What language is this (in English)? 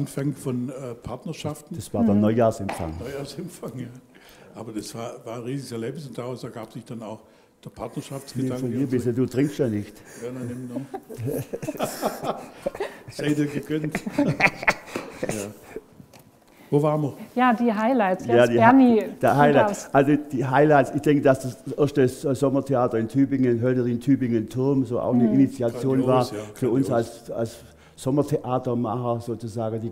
German